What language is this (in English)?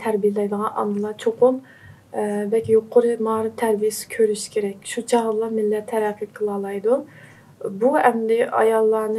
Uyghur